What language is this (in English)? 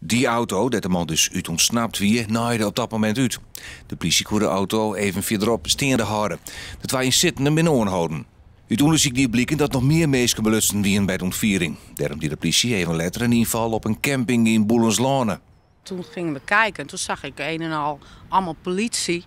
Western Frisian